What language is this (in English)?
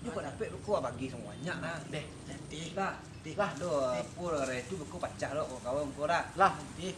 Minangkabau